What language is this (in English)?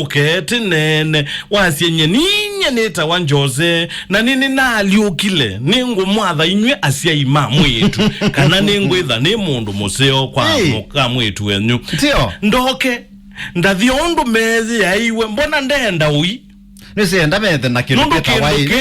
Kamba